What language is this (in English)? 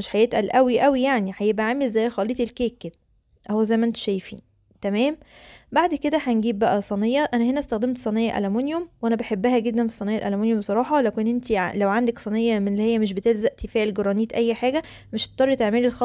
Egyptian Arabic